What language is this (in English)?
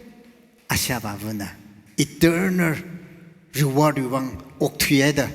Tangkhul Naga (India)